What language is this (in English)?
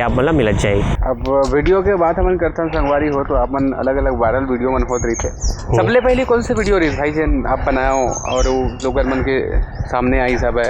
Chhattisgarhi